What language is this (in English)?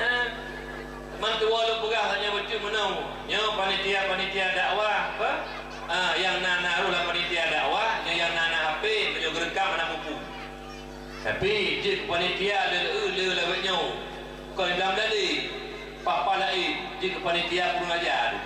Achinese